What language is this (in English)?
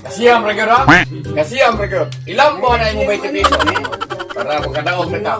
Cebuano